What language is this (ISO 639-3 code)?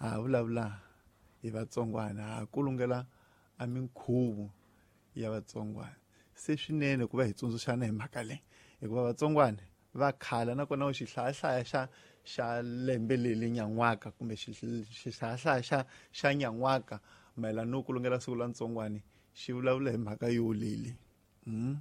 tso